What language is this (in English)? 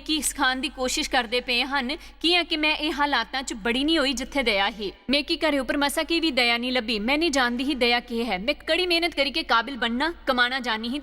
Dogri